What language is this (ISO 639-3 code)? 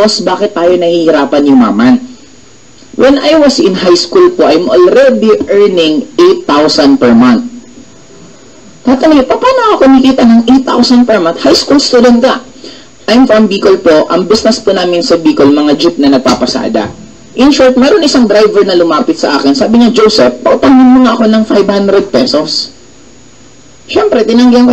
fil